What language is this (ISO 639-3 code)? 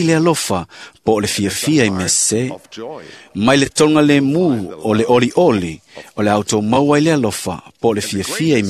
smo